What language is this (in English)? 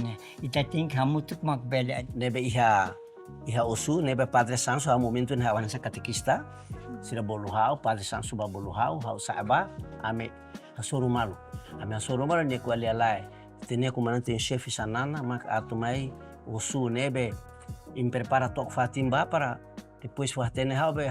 Tetum